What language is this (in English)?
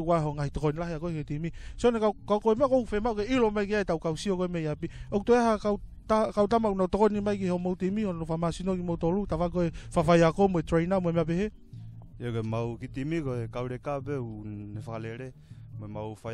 Tongan